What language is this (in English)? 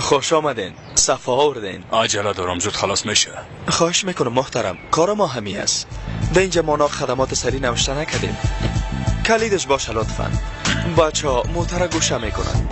Persian